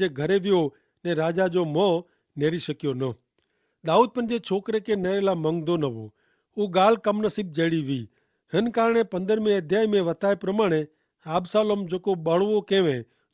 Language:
Kachhi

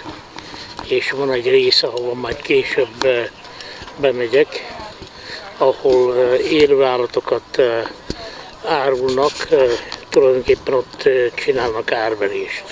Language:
Hungarian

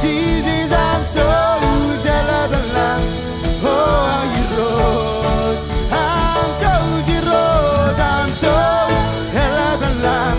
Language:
Marshallese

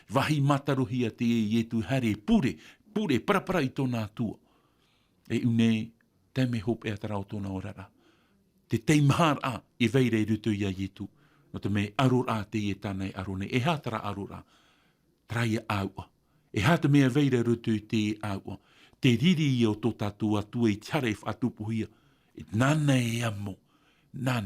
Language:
Tahitian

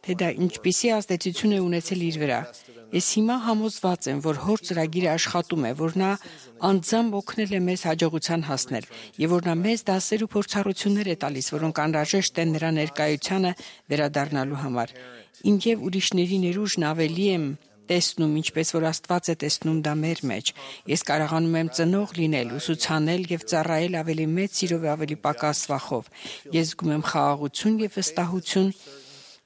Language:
Armenian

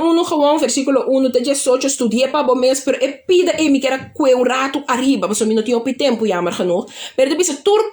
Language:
Papiamento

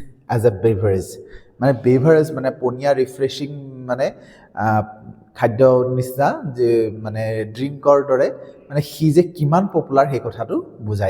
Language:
Assamese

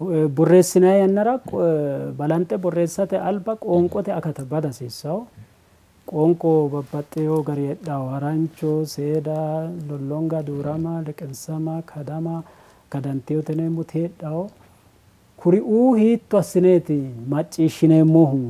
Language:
Sidamo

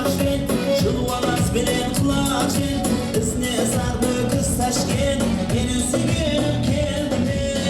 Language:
Kara-Kalpak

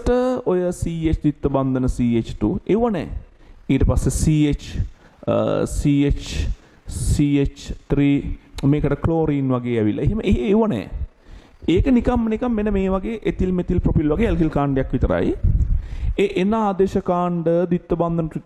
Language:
Sinhala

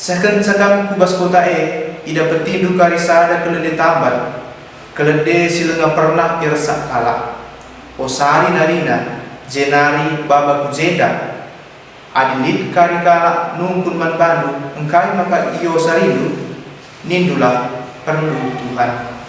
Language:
Batak Karo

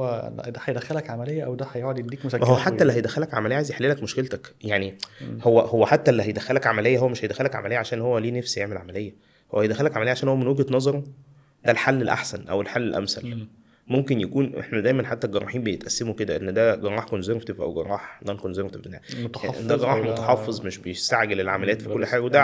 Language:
Egyptian Arabic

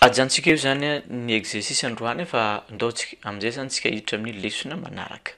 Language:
Malagasy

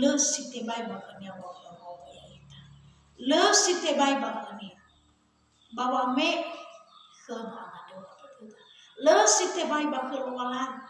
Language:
Nias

